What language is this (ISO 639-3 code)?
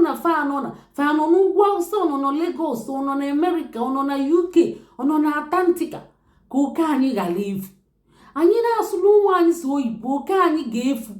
ibo